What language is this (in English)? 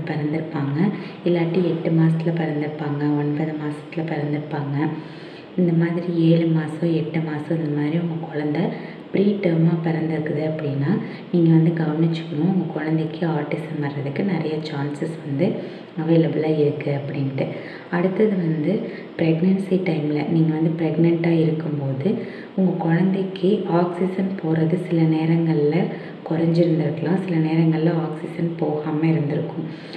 Tamil